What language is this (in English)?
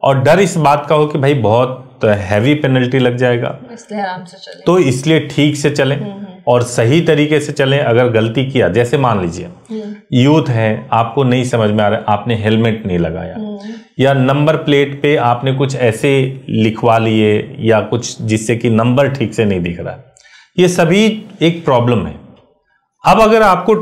Hindi